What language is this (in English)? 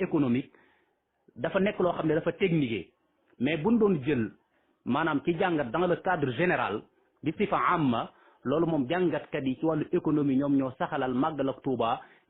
Wolof